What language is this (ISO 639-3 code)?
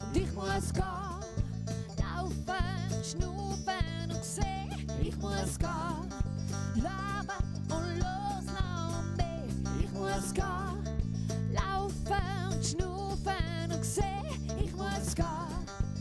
gsw